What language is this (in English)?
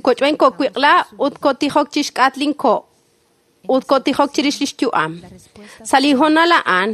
Kekchí